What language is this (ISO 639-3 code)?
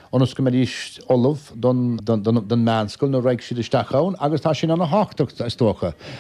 gle